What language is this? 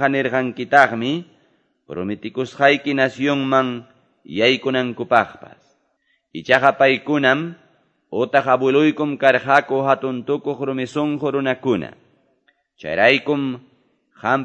Ayacucho Quechua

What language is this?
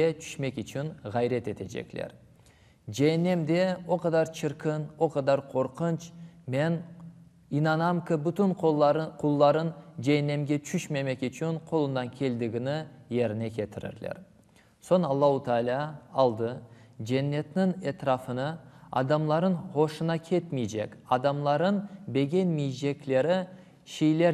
Crimean Tatar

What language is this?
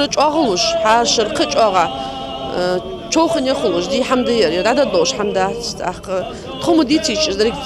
Ingush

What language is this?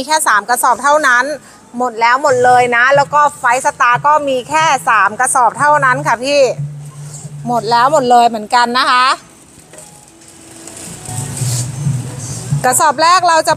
Thai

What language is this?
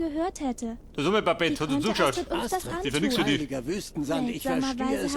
Bavarian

